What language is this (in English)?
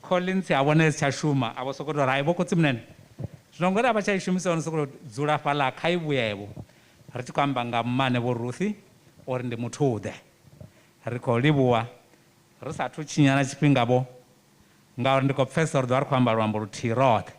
Venda